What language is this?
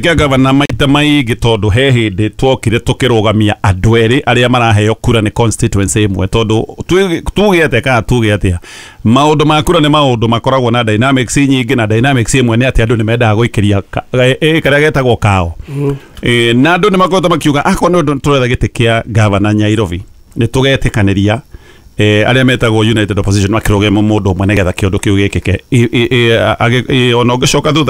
Kikuyu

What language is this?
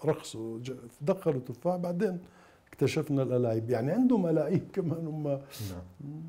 Mesopotamian Arabic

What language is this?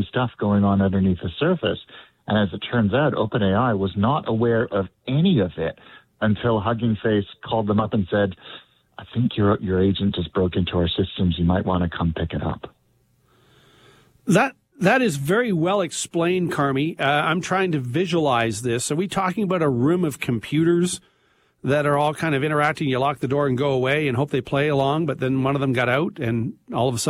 English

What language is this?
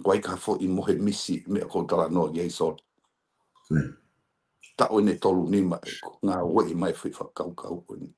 Tongan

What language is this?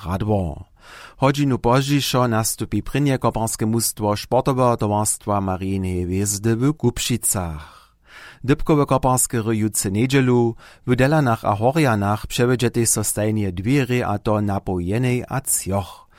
Upper Sorbian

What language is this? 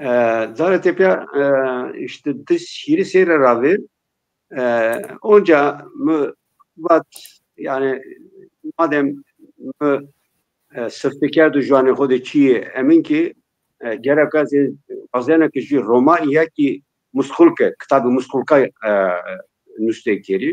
Zaza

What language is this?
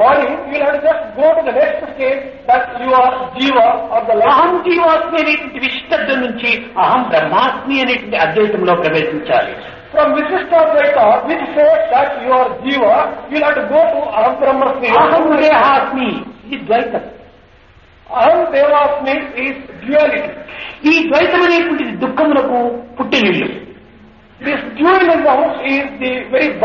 Telugu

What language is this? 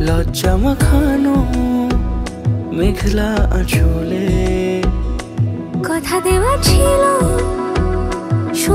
Bangla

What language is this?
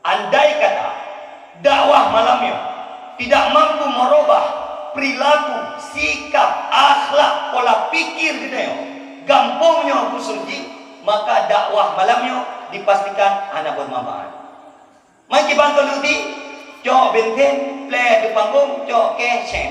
Achinese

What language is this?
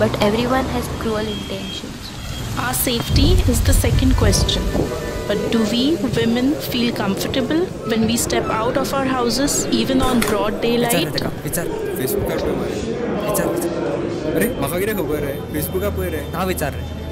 Konkani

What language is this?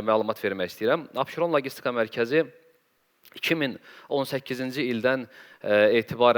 Azerbaijani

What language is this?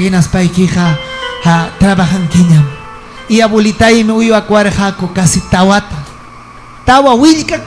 Ayacucho Quechua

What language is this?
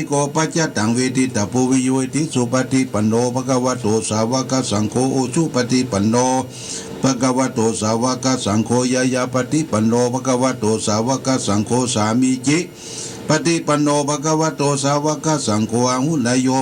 Pali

